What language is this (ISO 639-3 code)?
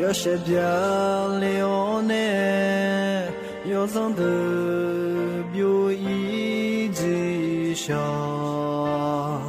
ahk